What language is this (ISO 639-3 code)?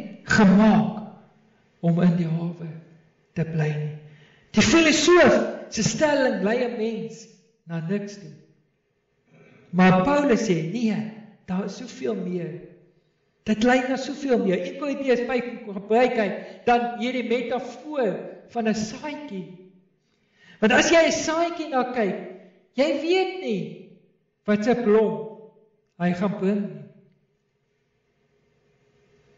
afr